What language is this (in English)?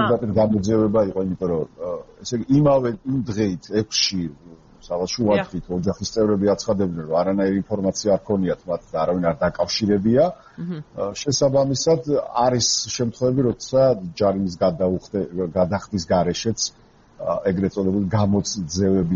Georgian